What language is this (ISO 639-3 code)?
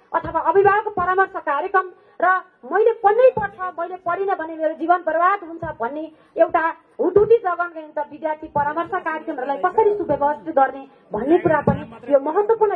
nep